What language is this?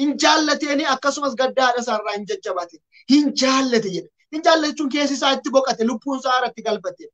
Oromo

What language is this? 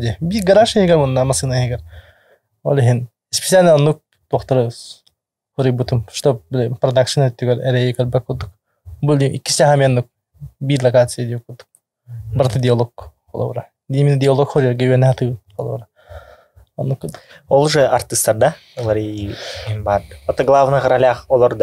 Yakut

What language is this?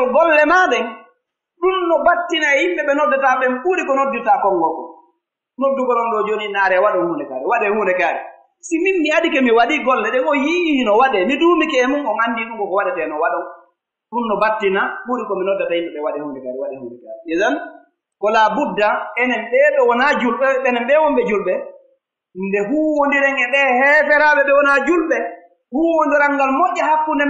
Pular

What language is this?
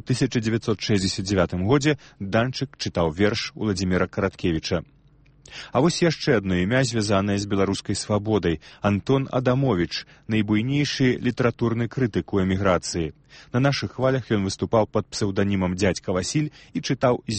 Belarusian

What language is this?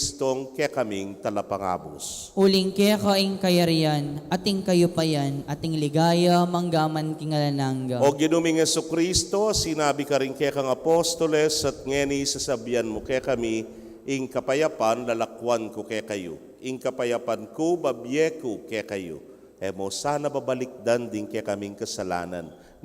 Pampanga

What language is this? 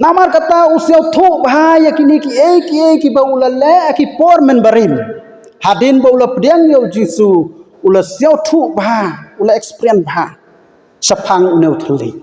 Khasi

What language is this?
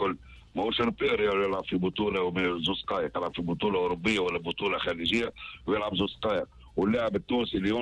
Tunisian Arabic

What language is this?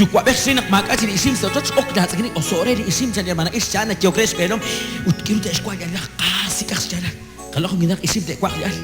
Kekchí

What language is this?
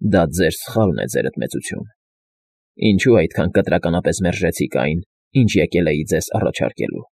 Armenian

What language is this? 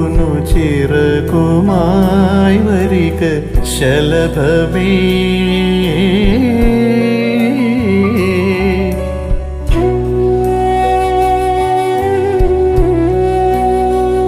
Malayalam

